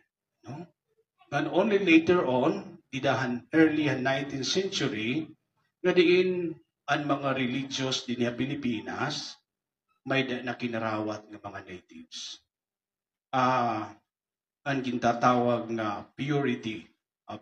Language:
Waray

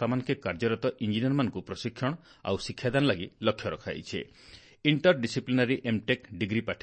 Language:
Odia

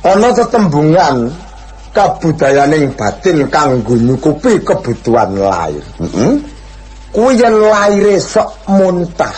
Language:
Javanese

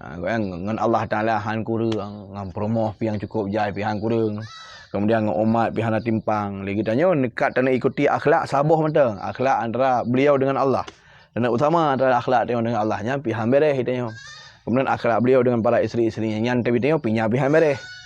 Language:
Achinese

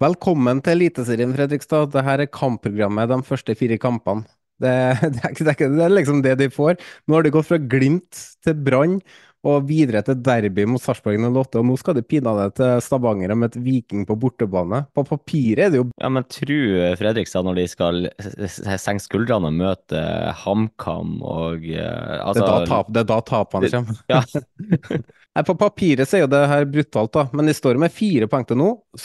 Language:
Norwegian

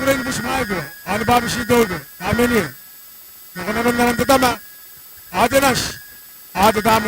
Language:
Gilbertese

